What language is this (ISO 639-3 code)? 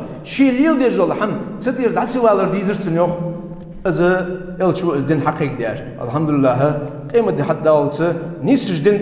inh